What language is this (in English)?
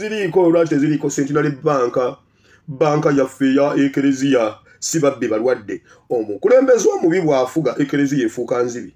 Ganda